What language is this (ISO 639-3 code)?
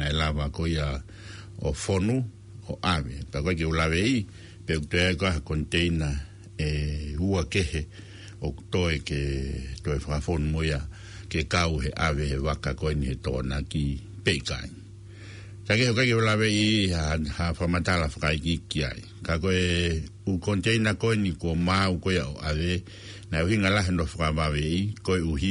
ton